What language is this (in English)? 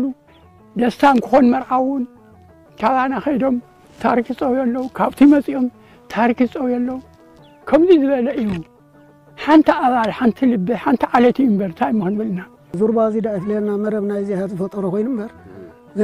Tigrinya